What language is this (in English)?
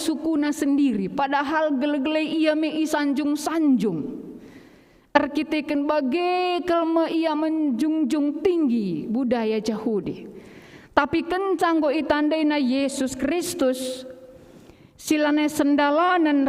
Batak Karo